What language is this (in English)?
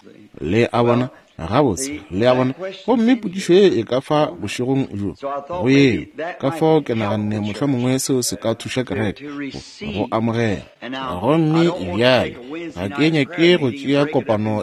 Northern Sotho